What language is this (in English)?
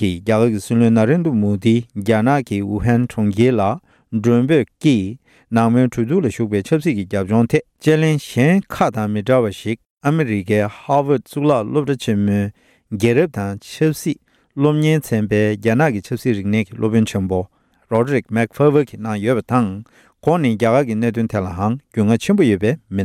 Tibetan